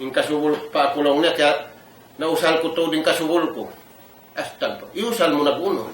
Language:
Tausug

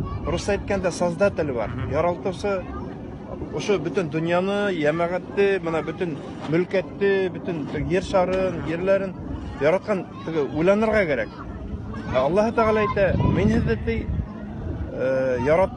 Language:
Bashkir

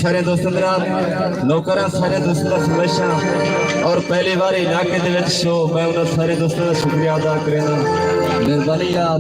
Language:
Saraiki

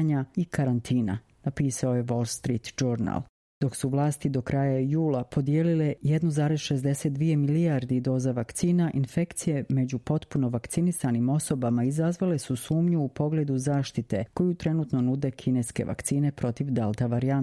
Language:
Serbian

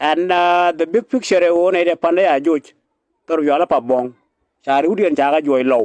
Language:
Nuer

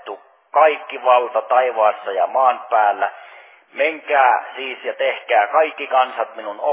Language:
Finnish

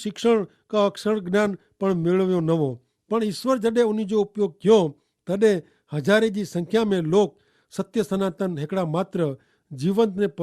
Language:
Kachhi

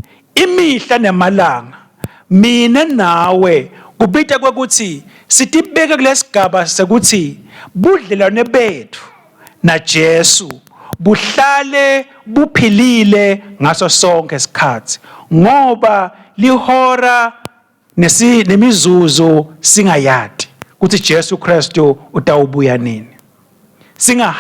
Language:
Swati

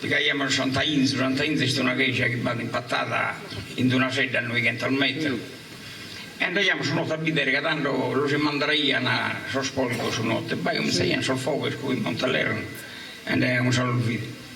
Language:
Sardinian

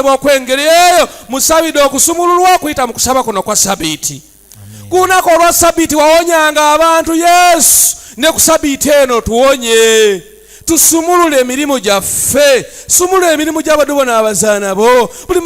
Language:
Ganda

